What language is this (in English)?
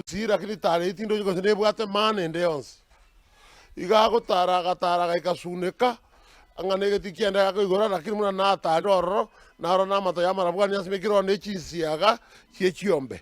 Gusii